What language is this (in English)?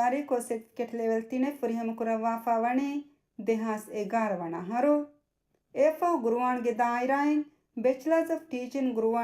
Divehi